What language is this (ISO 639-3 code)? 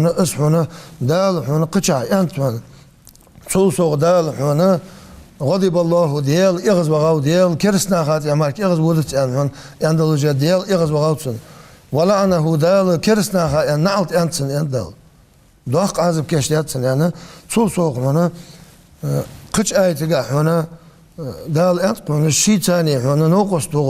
inh